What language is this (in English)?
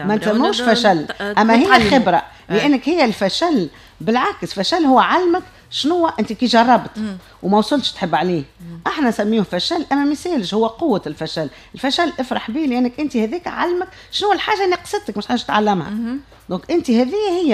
Tunisian Arabic